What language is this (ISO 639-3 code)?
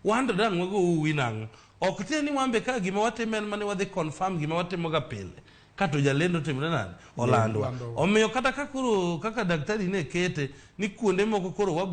luo